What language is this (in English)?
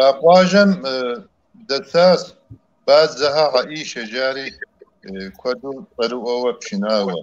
Kabardian